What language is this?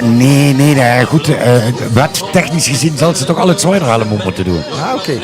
Limburgish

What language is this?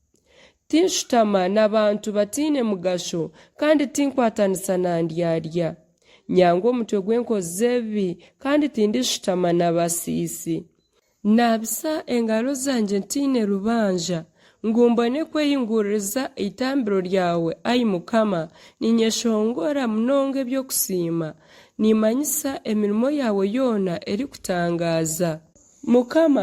Nyankole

